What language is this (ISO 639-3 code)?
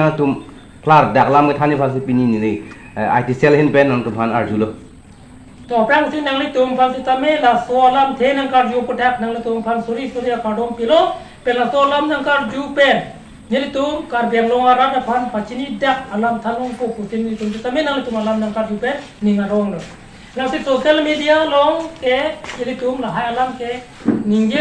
mjw